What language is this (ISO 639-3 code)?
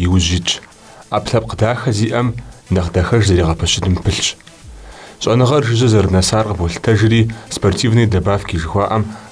kbd